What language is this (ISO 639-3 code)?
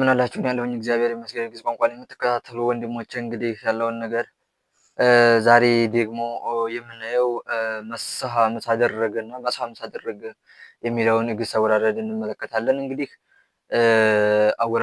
amh